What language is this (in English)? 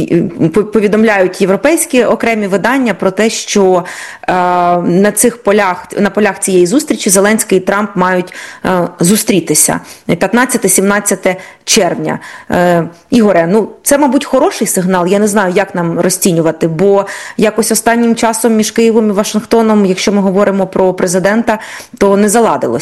Ukrainian